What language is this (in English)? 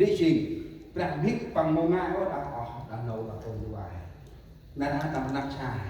Central Mnong